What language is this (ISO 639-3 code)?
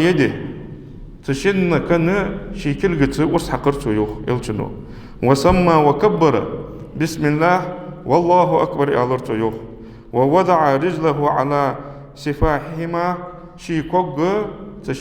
inh